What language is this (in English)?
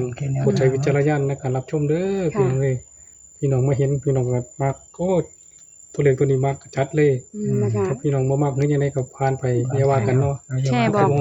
Northeastern Thai